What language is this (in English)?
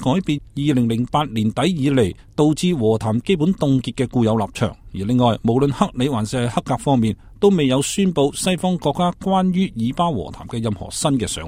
Cantonese